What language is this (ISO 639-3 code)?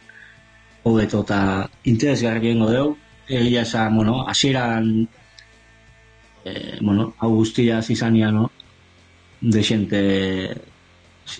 eus